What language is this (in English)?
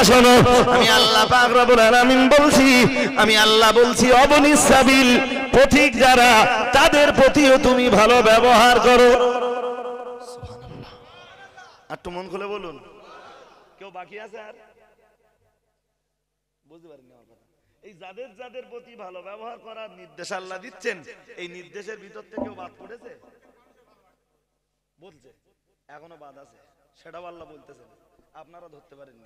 Bangla